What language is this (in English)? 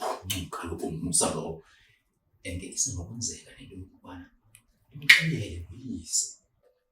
Zulu